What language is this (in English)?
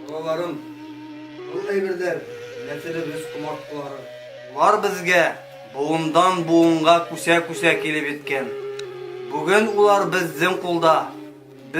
Bashkir